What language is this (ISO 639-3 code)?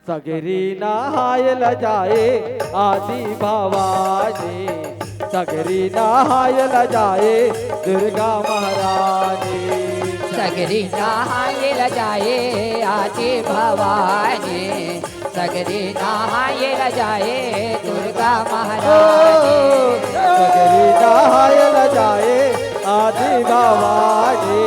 hne